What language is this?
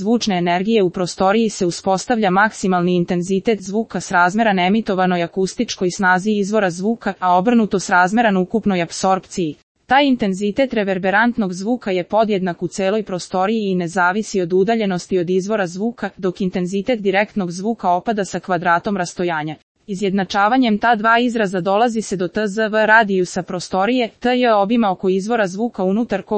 Serbian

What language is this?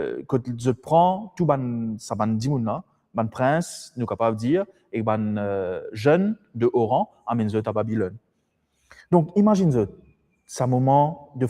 Morisyen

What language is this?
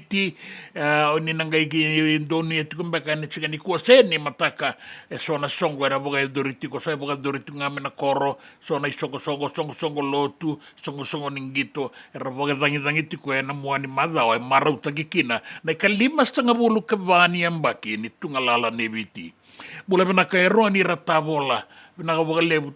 Fijian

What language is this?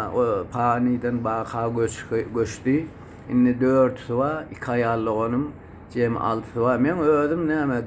Turkmen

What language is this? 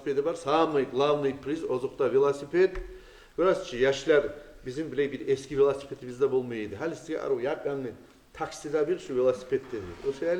Kumyk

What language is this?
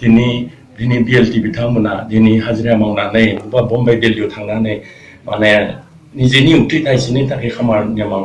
Bodo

